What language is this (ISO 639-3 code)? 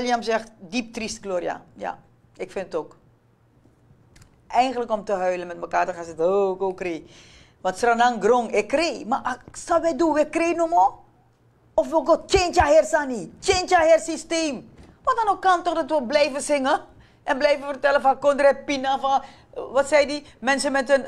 nld